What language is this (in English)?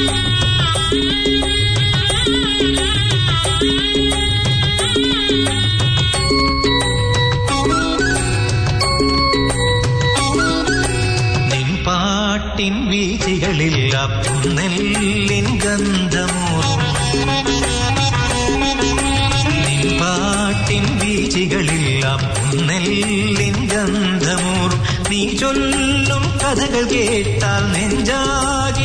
Malayalam